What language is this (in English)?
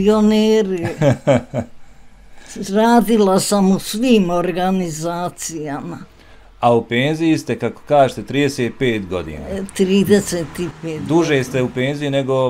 Bosnian